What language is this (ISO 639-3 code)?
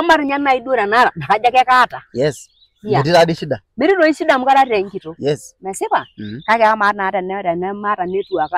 mas